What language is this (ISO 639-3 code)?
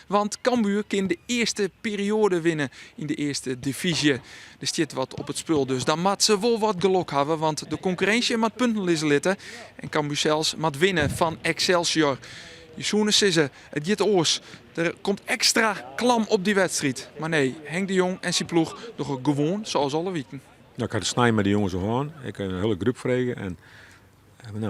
fry